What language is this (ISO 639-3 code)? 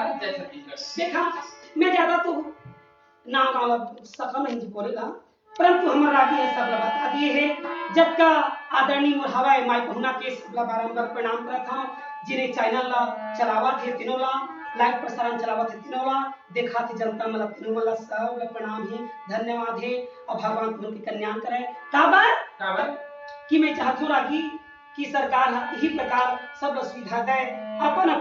hne